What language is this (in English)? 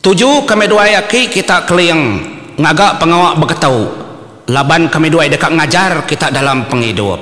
Iban